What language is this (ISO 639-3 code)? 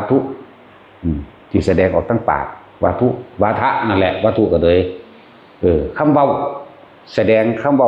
tts